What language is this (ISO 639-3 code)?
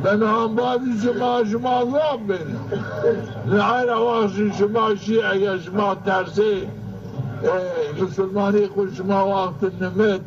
zza